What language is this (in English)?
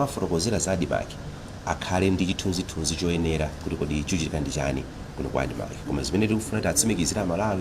Nyanja